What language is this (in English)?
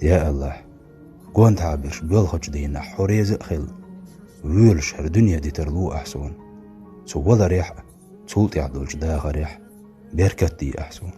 Chechen